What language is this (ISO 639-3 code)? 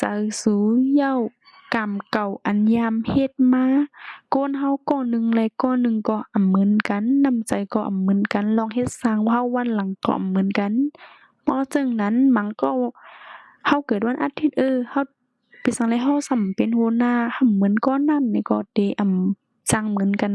shn